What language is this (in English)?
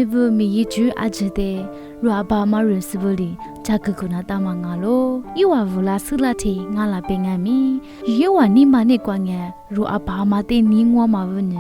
Lisu